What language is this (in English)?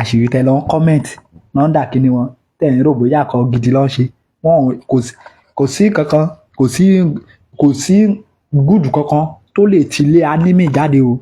Yoruba